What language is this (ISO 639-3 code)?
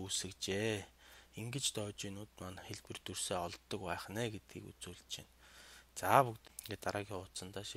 mon